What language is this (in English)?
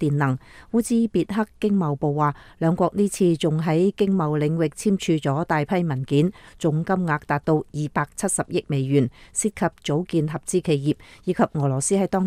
Cantonese